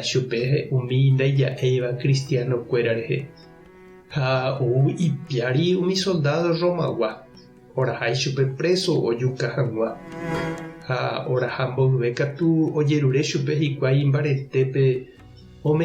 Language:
Guarani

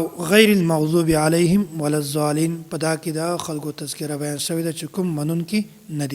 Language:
Pashto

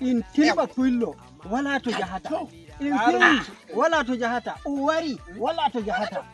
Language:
Nigerian Fulfulde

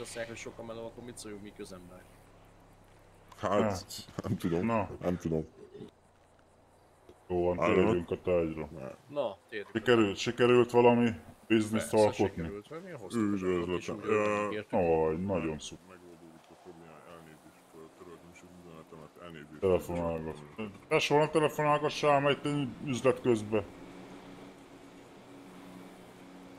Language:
Hungarian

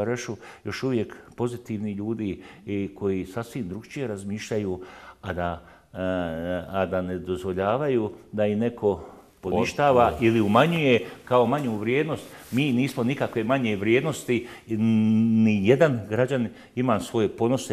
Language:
Bosnian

